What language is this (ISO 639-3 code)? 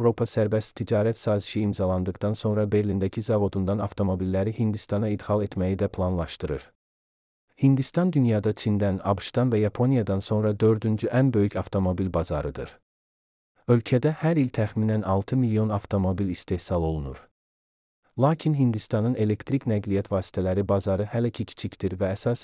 aze